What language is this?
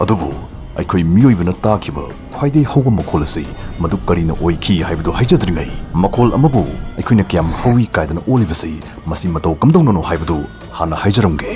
Manipuri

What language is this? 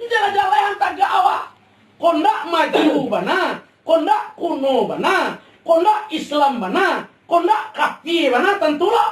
Minangkabau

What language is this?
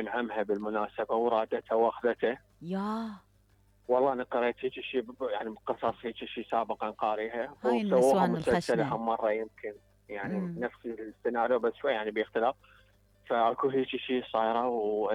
Mesopotamian Arabic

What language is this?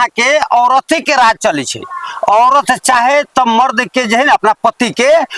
Maithili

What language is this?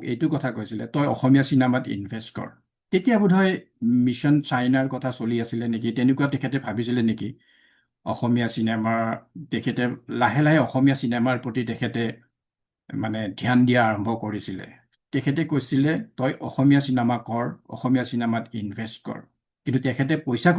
Assamese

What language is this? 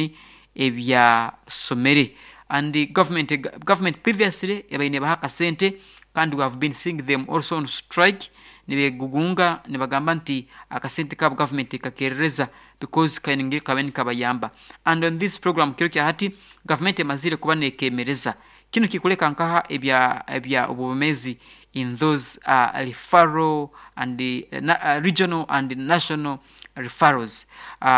Nyoro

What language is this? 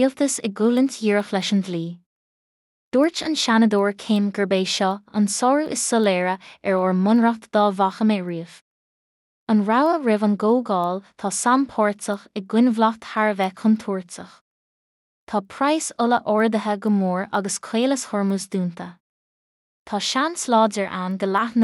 Irish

